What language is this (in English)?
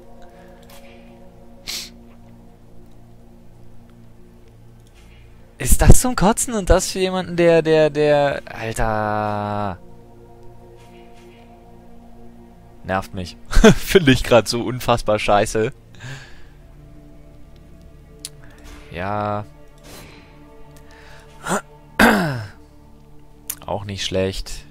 German